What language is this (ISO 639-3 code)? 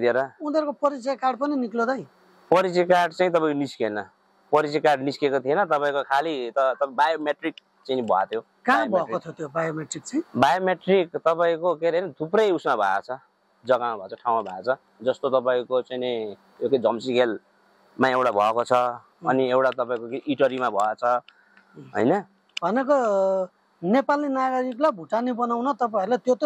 nep